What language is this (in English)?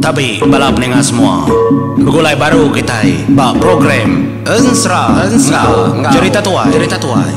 Iban